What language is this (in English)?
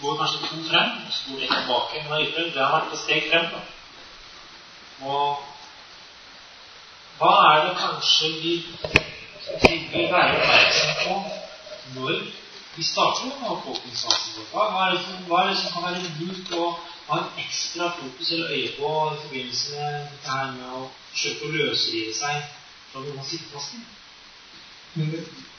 Norwegian